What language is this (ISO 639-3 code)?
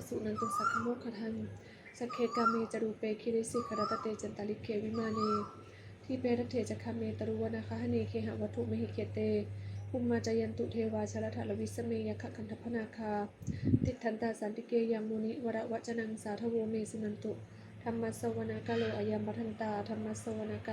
pli